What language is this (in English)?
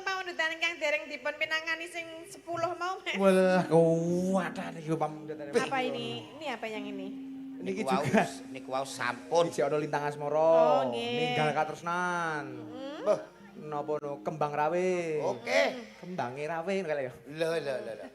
Javanese